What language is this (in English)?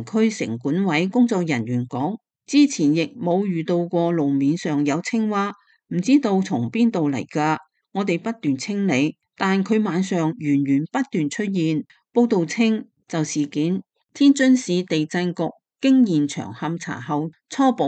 Cantonese